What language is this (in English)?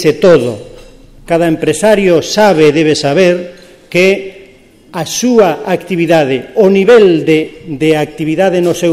Galician